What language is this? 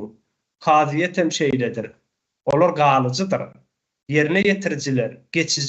Turkmen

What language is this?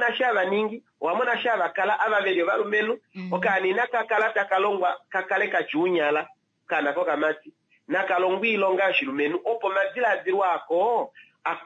Kuanyama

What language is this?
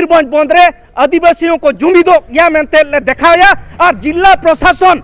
Santali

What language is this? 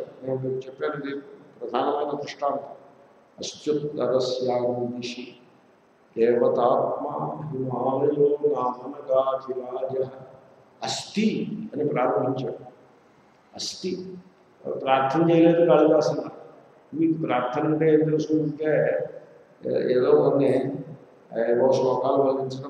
Telugu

